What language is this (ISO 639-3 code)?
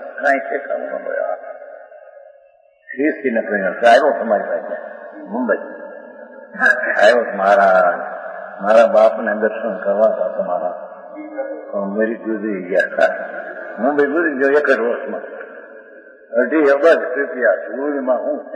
guj